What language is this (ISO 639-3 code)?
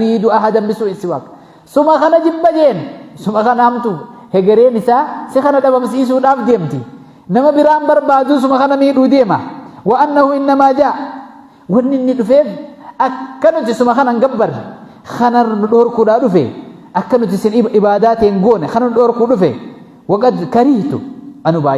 orm